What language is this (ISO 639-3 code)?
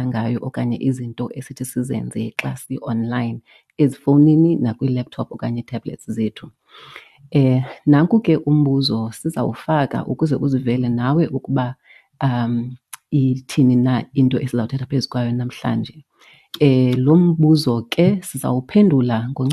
xho